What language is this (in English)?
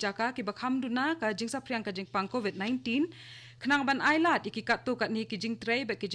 Khasi